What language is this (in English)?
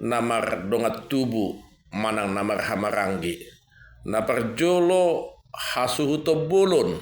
Batak Toba